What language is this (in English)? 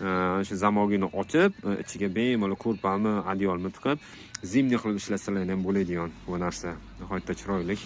Uzbek